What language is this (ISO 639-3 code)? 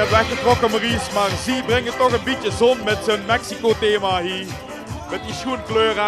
lim